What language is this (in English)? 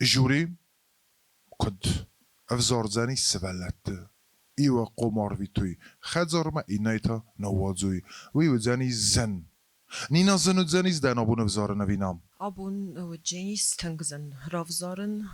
Ossetic